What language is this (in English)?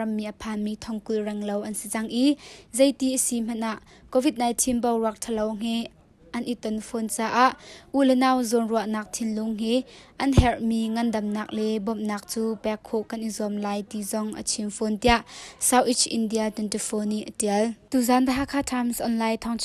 Hakha Chin